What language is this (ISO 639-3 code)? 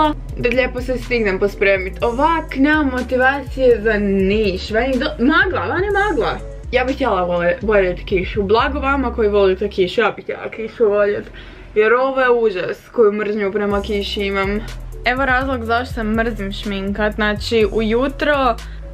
hrv